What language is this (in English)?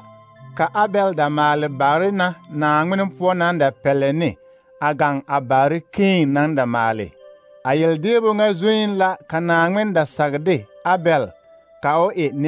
Southern Dagaare